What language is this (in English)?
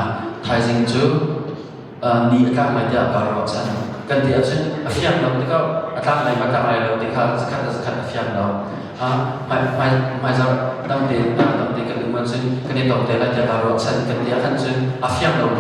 Hakha Chin